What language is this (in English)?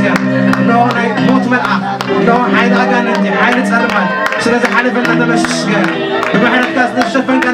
Tigrinya